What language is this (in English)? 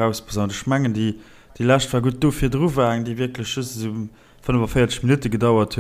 Luxembourgish